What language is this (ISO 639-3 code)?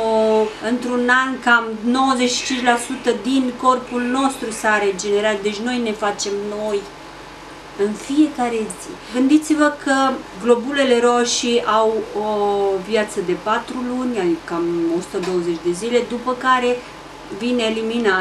ron